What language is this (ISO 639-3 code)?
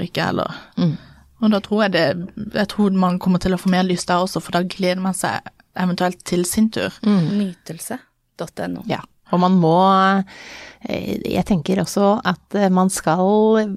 nor